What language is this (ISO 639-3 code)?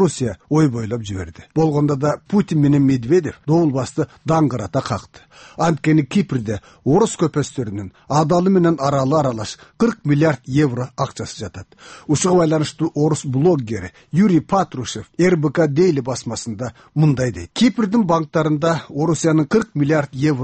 kir